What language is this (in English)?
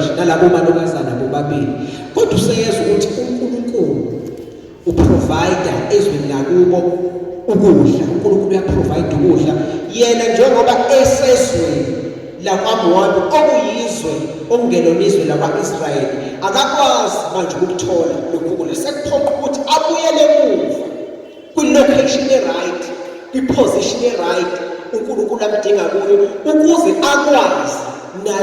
Zulu